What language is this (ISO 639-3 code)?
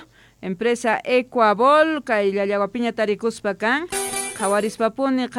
quh